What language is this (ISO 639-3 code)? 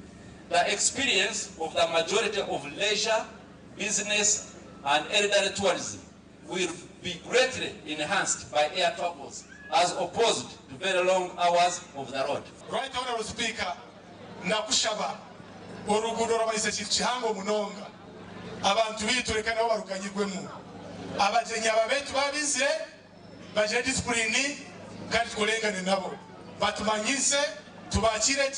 nyn